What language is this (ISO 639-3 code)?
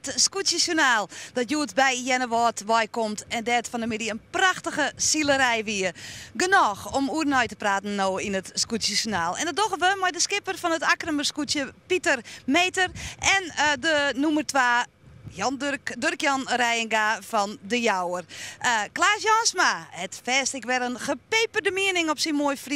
fry